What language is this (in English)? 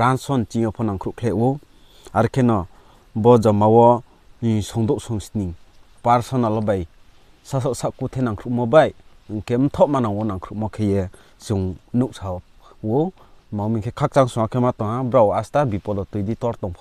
Riang (India)